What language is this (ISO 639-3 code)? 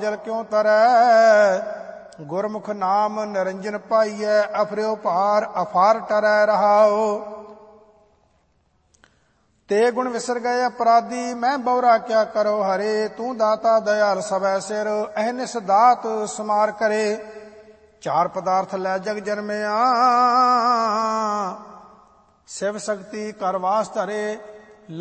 pan